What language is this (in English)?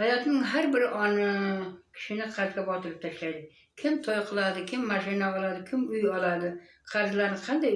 Uzbek